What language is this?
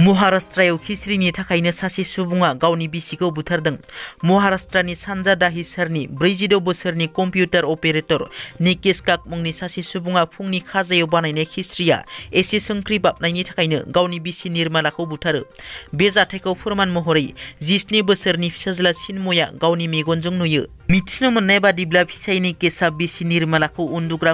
Bodo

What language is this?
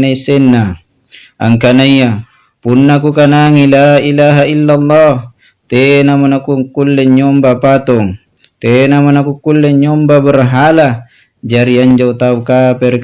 Makasar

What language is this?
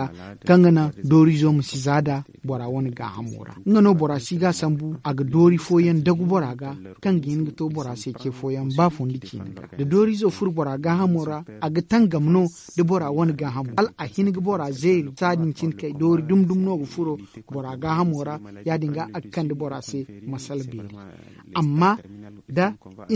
Zarma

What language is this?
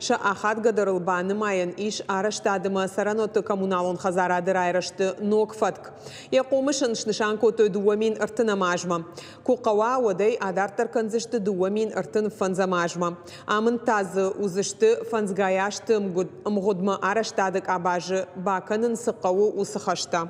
Ossetic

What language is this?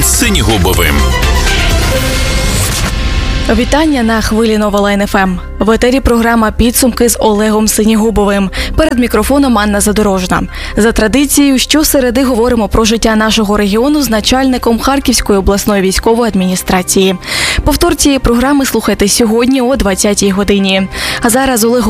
Ukrainian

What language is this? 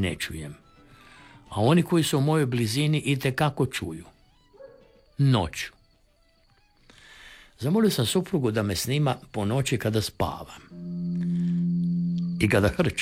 Croatian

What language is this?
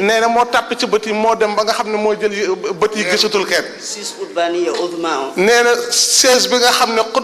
Wolof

